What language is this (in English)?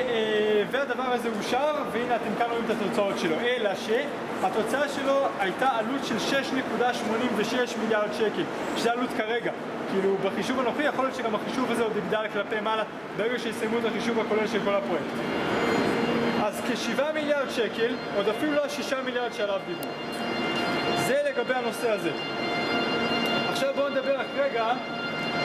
Hebrew